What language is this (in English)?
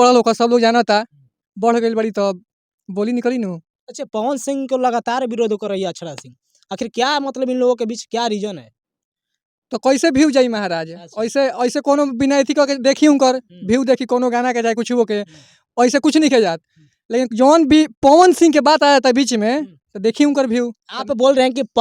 Bhojpuri